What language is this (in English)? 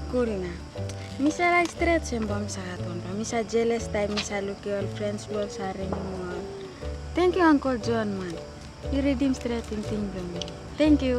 Tok Pisin